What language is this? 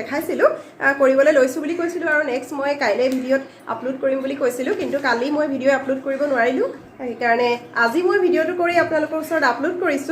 Assamese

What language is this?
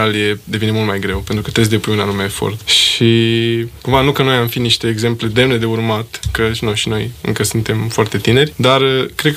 Romanian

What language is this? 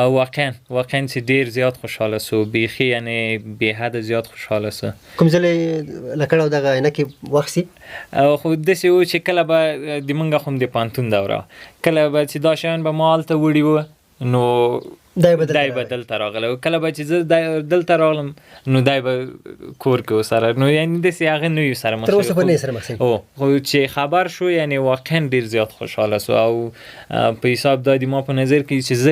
Pashto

